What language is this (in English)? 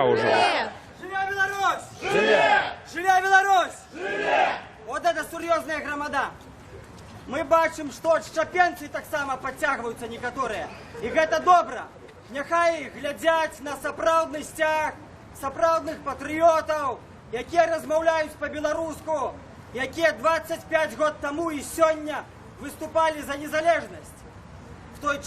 Belarusian